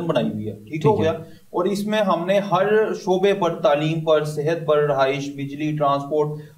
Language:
Urdu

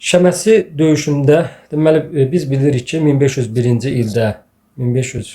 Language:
Azerbaijani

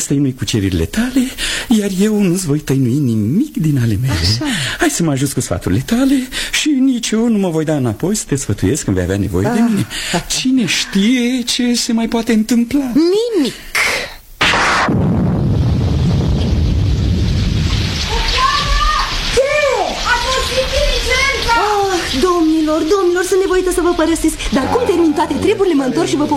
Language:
Romanian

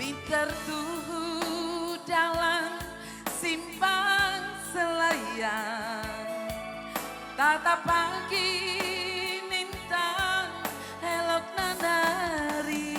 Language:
Batak Karo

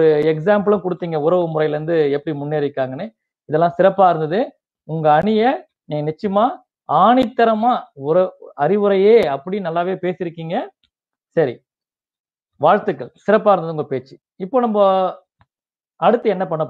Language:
Tamil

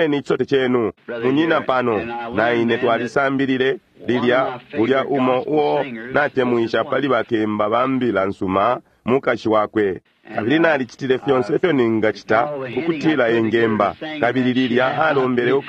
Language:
Bemba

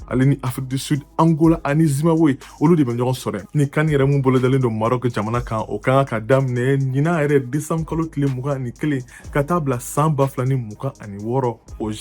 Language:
Bambara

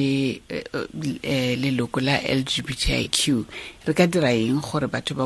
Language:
Tswana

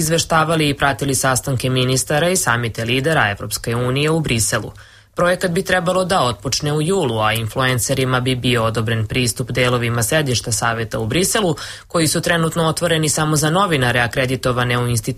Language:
Serbian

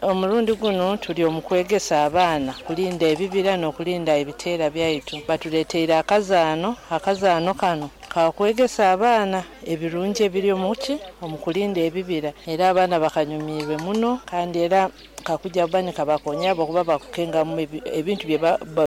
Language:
Nyoro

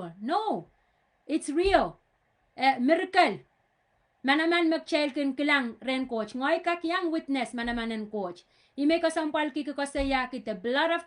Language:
Pohnpeian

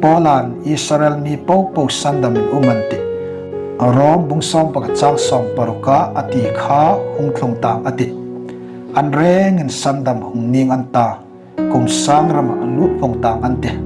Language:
Hmar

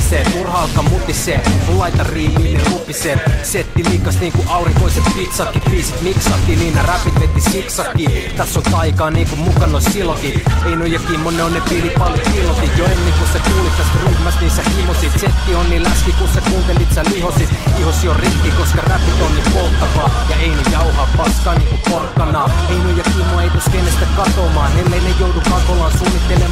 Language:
Finnish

